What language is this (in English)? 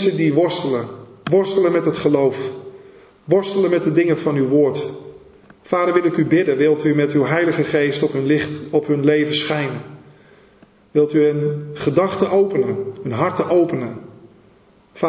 Dutch